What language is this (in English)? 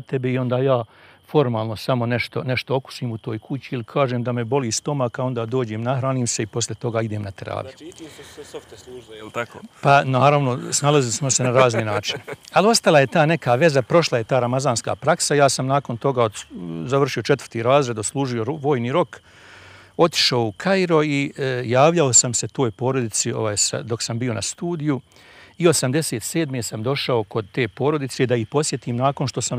Bosnian